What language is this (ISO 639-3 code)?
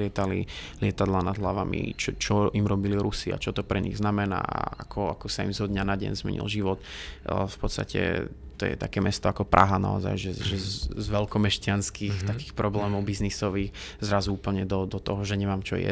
slk